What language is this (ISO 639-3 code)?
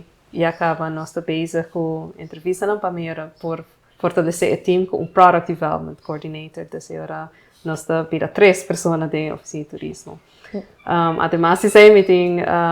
pap